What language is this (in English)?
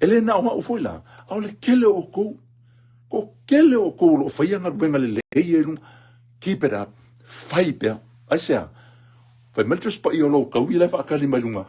Samoan